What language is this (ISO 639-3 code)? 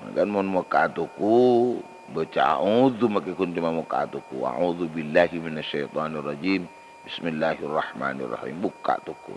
mad